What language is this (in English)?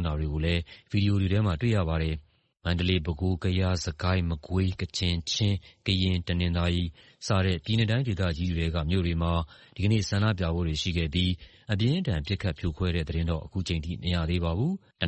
Burmese